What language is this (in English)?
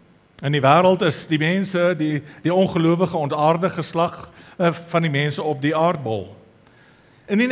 Afrikaans